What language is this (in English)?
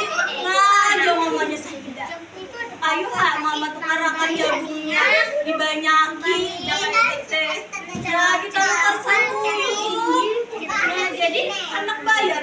Banjar